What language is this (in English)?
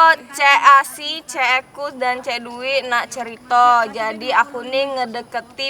Musi